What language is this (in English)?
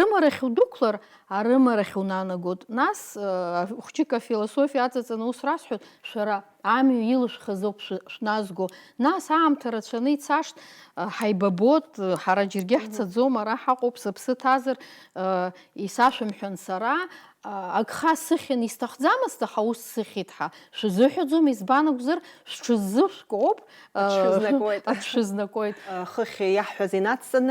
Abkhazian